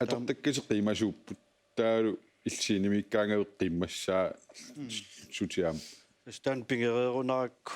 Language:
Kalaallisut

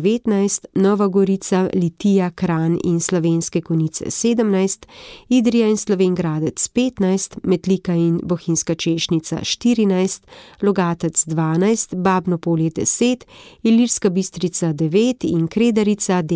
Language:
Slovenian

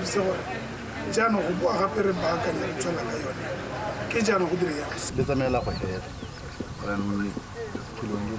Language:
Tswana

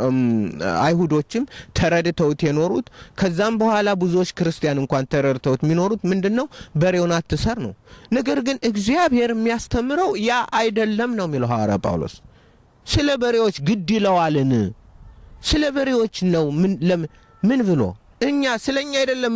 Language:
Amharic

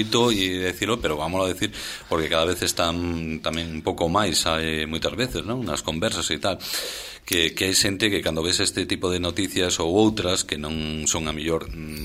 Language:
Galician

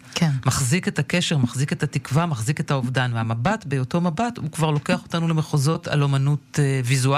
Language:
Hebrew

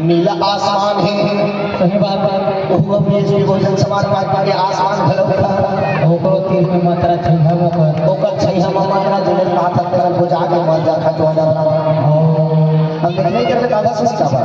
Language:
Chhattisgarhi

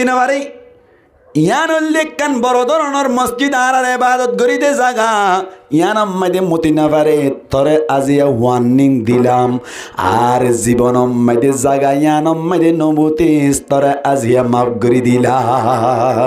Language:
Rohingya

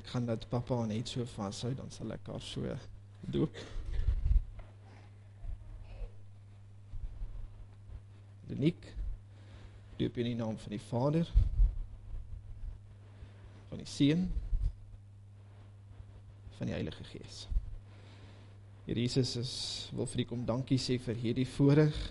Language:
Afrikaans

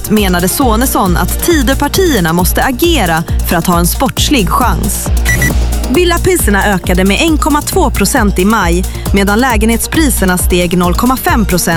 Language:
Swedish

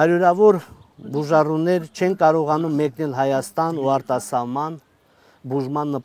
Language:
Armenian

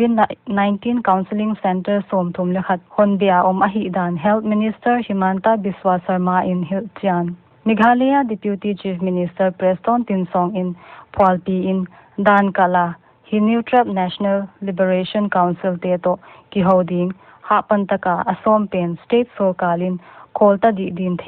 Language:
Paite Chin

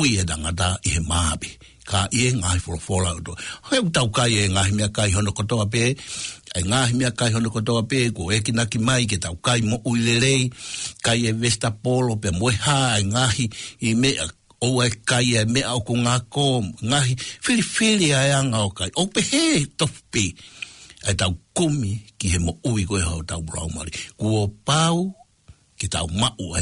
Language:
Tongan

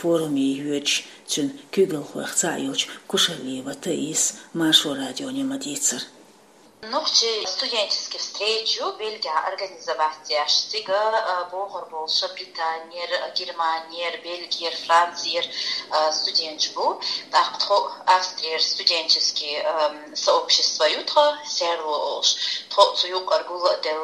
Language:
Chechen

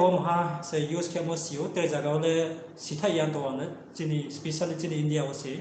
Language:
Riang (India)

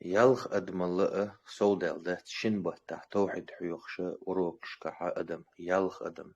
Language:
Chechen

